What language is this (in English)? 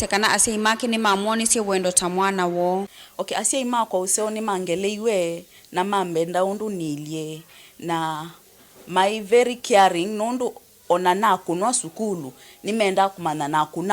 Kamba